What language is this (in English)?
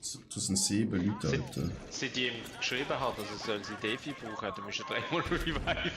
Swiss German